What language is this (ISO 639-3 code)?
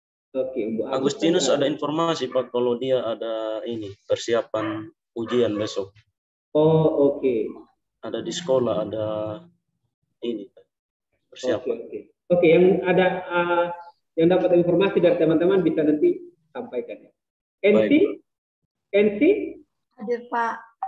ind